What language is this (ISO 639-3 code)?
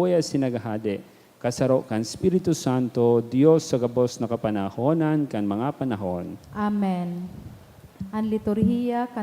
bik